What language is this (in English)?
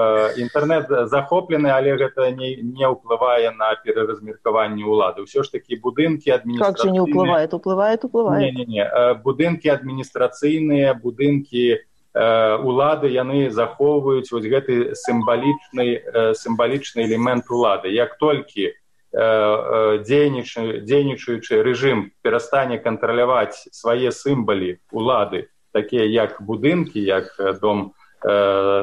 Belarusian